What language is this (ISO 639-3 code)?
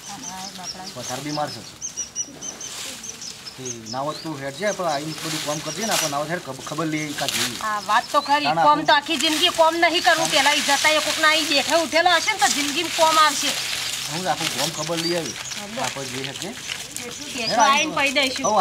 guj